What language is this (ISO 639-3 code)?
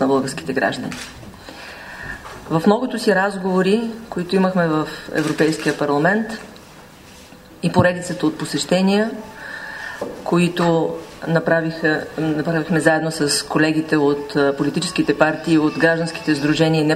bul